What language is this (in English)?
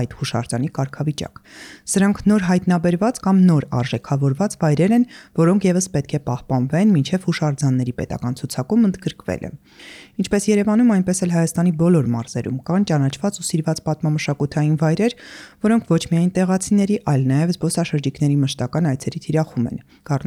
Armenian